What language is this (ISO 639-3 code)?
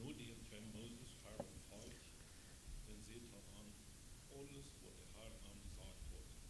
pdt